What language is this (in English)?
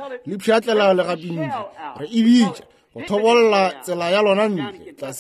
Northern Sotho